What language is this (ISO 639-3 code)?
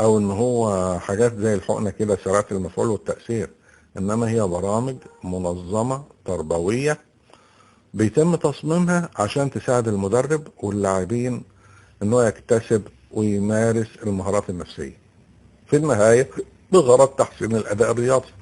arz